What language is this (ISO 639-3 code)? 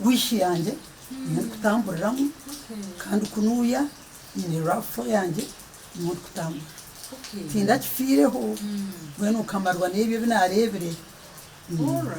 nyn